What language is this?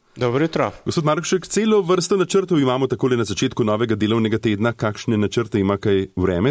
Slovenian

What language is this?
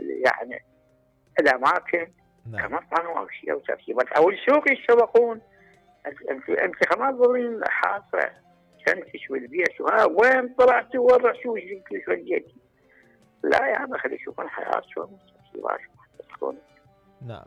Mesopotamian Arabic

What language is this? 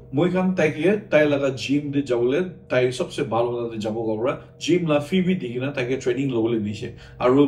Naga Pidgin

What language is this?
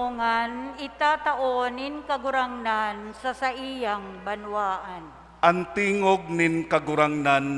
Bikol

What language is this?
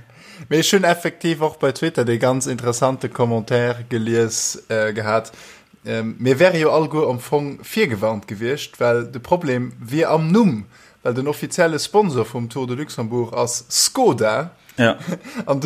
Luxembourgish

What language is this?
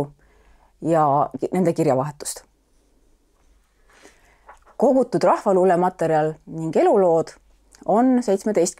Estonian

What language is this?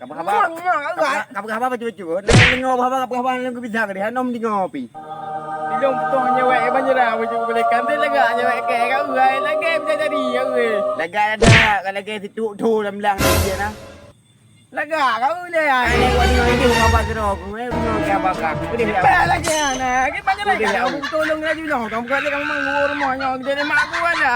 Achinese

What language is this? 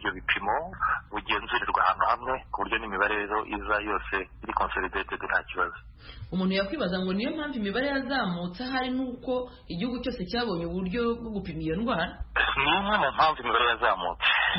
Kinyarwanda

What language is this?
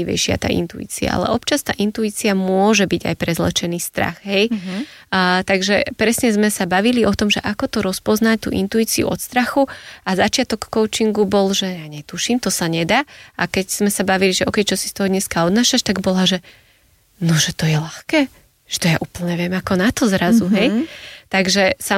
Slovak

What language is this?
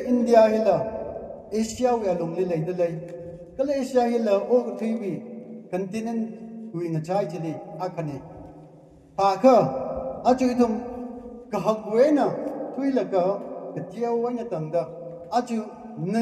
Tangkhul Naga (India)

